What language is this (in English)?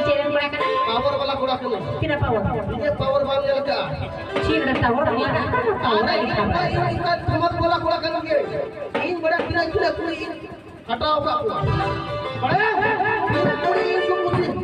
Santali